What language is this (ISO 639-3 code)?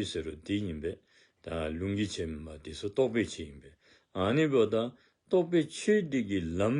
dzo